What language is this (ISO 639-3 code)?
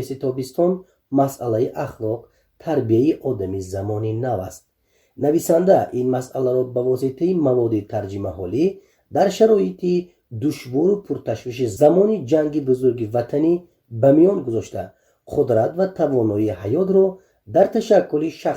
tgk